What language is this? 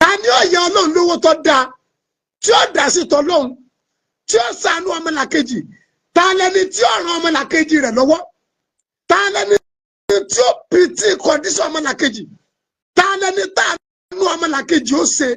Yoruba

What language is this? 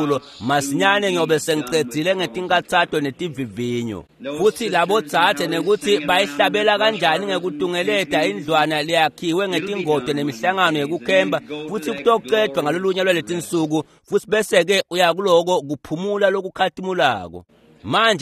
Swati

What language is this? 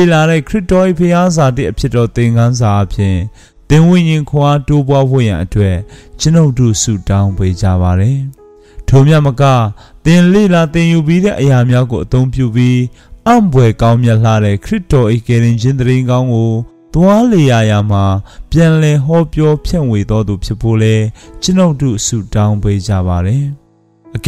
Burmese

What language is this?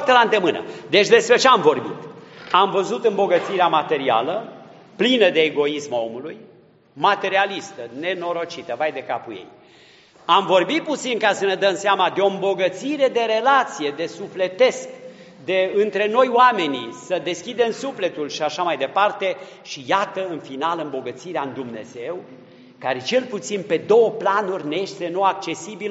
Romanian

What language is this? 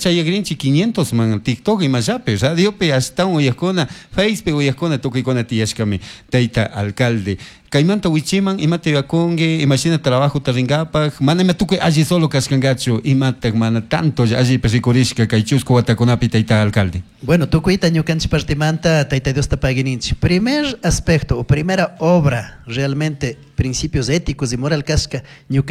Chimborazo Highland Quichua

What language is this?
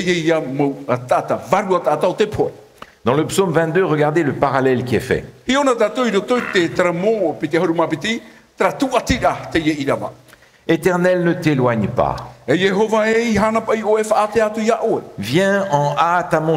Tahitian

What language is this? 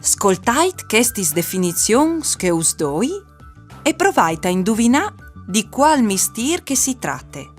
Friulian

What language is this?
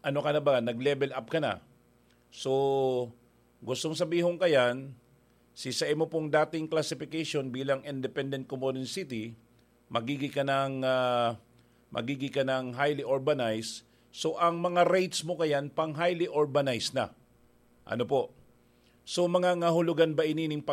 Bikol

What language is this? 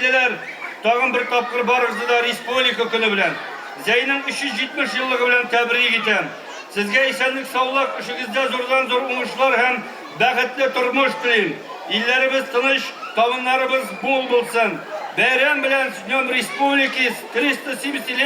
Tatar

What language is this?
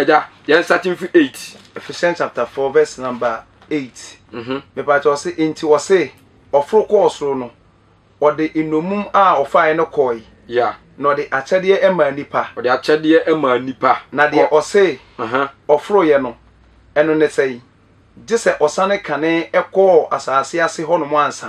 Akan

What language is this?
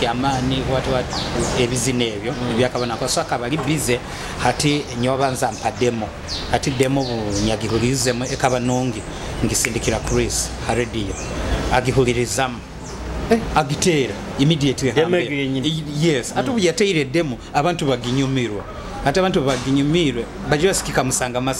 Nyoro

